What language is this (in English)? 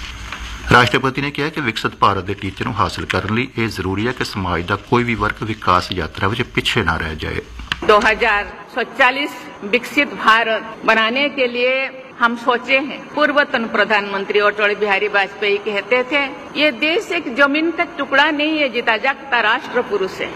Punjabi